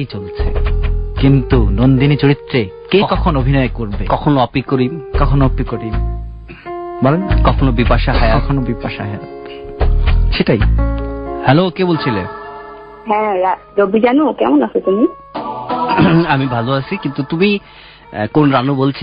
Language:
Bangla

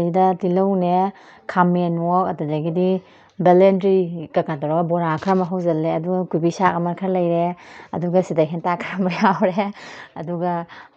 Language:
Manipuri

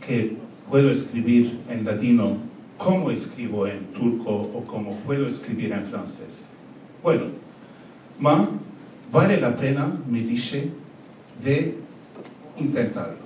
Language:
Ladino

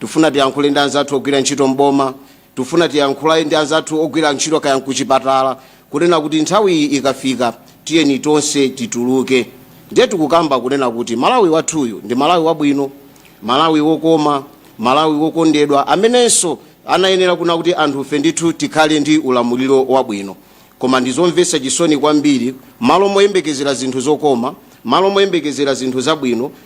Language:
Nyanja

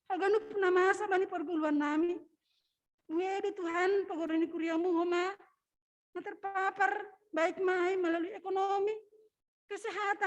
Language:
Batak Simalungun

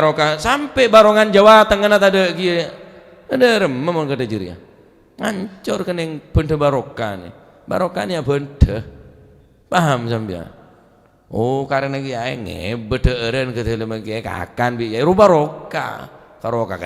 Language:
Madurese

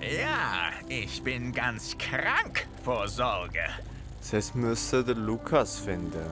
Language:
Swiss German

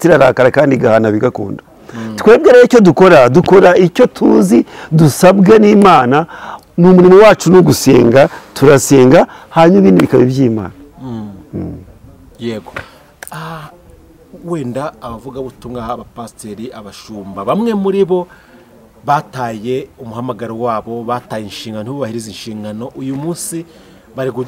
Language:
Kinyarwanda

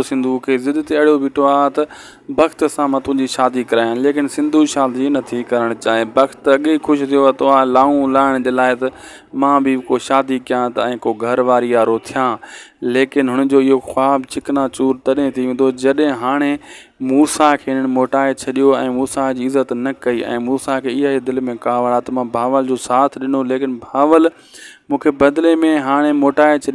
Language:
Sindhi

